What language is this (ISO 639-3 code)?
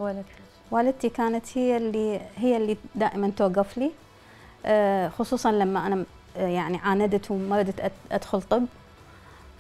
acm